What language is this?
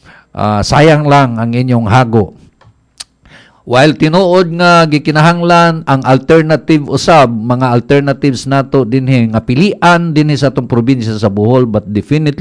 Cebuano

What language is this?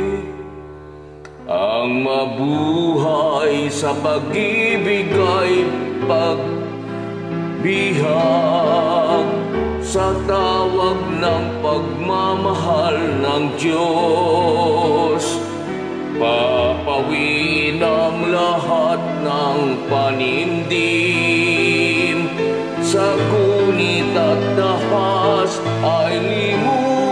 Filipino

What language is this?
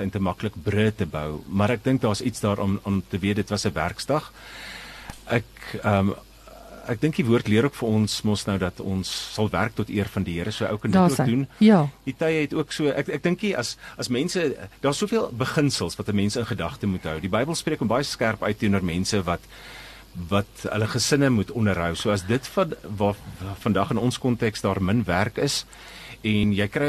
Afrikaans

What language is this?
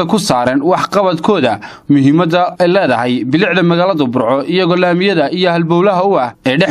Somali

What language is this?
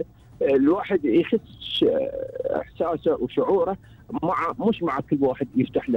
Gulf Arabic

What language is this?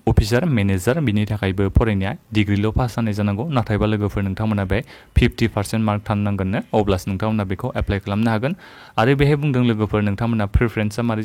Bodo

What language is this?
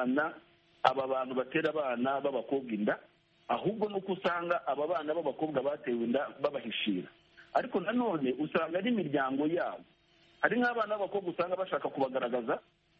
Kinyarwanda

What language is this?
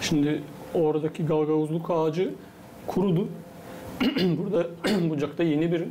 Gagauz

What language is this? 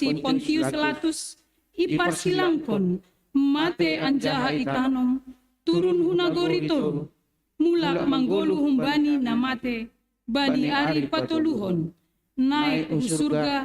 Batak Simalungun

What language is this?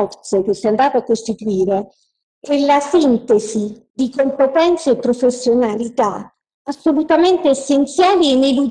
Italian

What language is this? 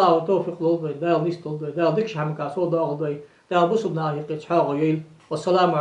Ingush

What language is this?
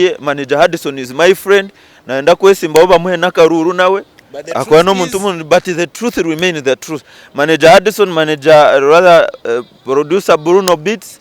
Nyankole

